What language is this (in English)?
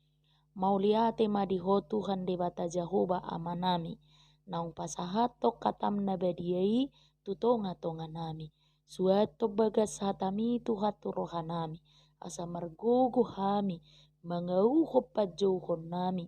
Batak Toba